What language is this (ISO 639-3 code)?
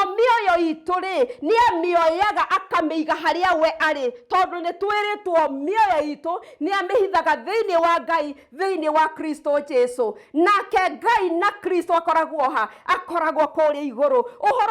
kik